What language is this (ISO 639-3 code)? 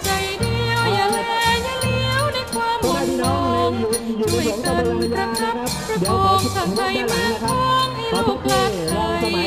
tha